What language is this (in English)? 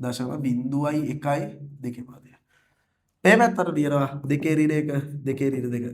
Sinhala